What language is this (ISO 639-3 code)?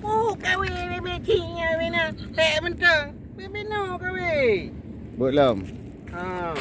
ace